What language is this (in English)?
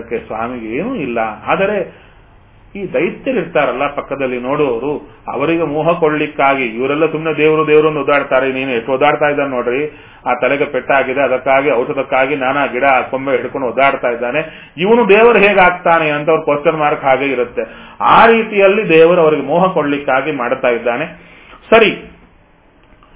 Kannada